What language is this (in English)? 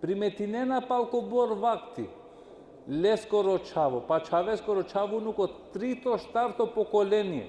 Balkan Romani